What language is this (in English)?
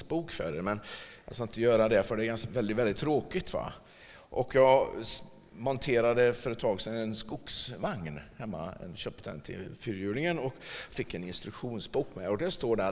Swedish